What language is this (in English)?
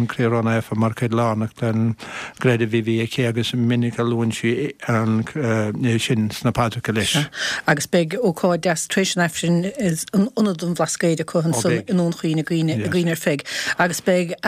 Irish